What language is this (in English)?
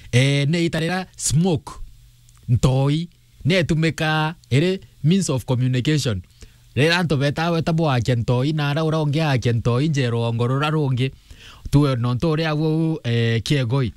Meru